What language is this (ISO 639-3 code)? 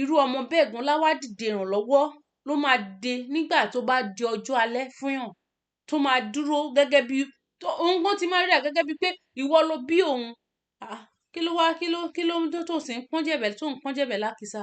yor